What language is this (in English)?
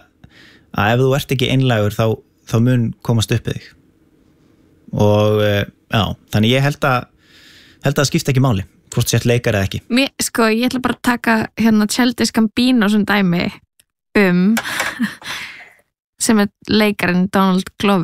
Icelandic